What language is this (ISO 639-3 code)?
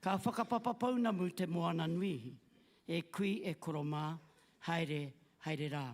mri